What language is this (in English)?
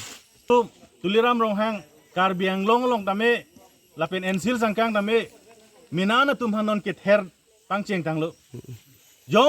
Karbi